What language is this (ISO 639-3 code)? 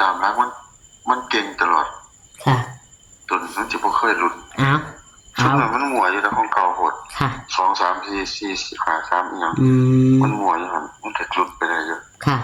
tts